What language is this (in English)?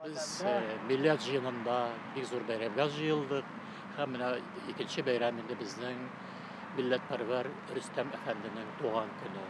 Tatar